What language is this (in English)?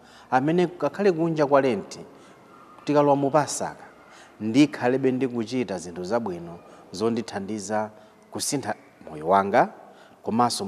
Nyanja